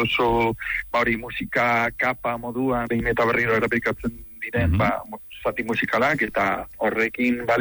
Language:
Basque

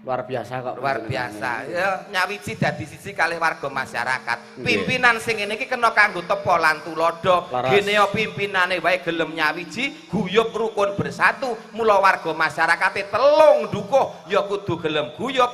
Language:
Javanese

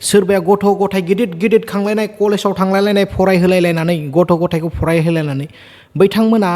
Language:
Bodo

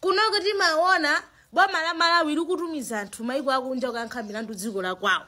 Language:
Nyanja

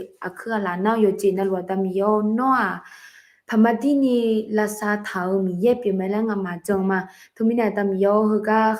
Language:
Akha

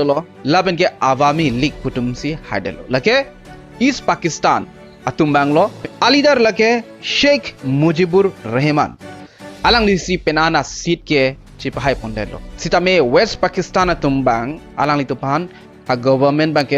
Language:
Karbi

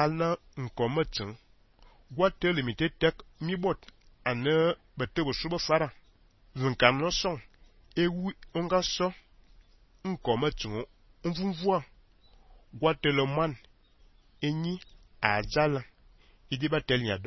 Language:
Fang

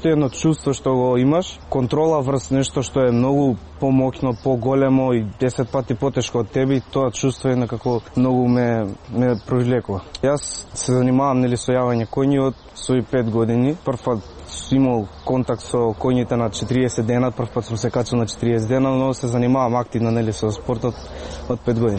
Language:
Macedonian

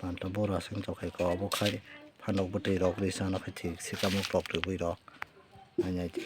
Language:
Kok Borok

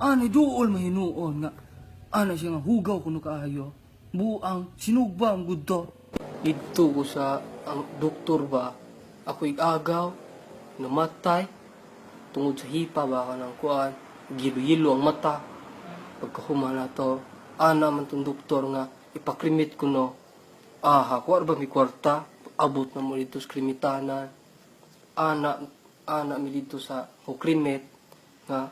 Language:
Cebuano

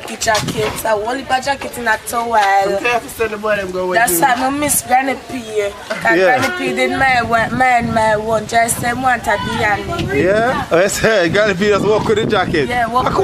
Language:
Jamaican Creole English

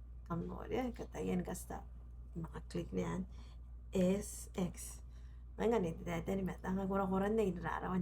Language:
Gilbertese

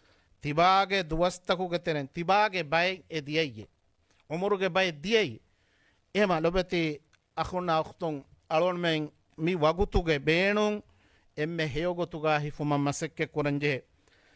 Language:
Divehi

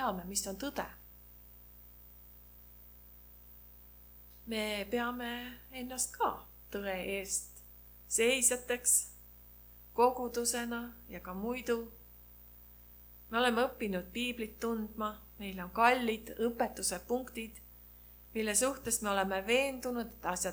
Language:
Estonian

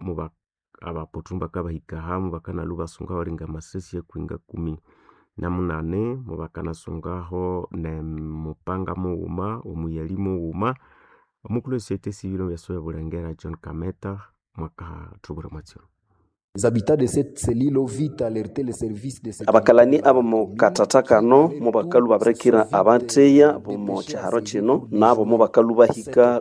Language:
Nande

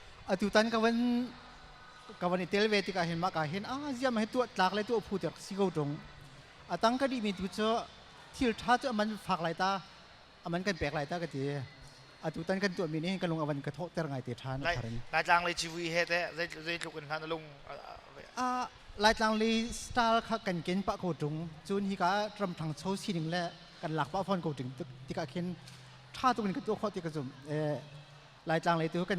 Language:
Hakha Chin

